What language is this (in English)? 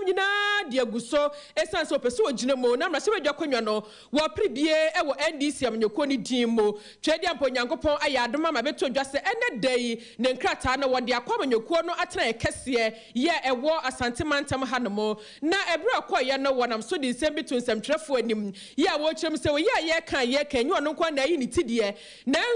Akan